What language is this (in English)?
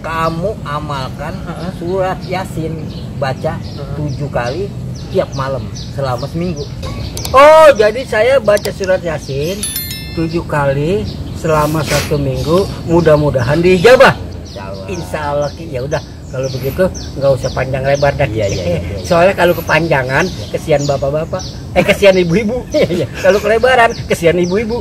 Betawi